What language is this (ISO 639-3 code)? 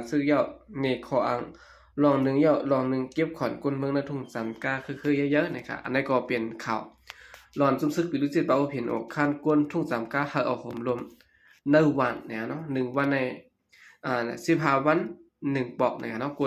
shn